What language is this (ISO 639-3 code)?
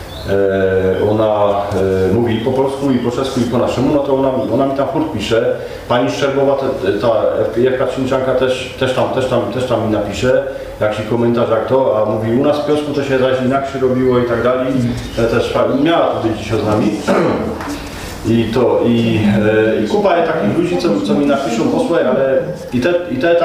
szl